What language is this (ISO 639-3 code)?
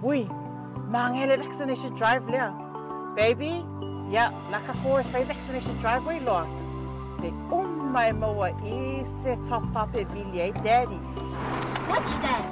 smo